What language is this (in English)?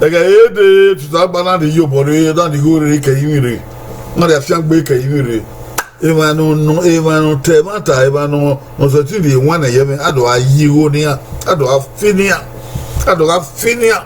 Bini